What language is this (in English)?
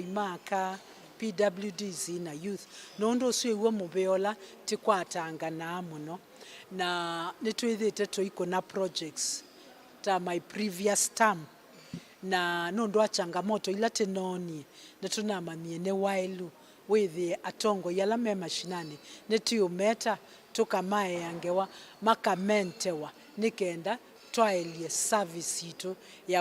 Kamba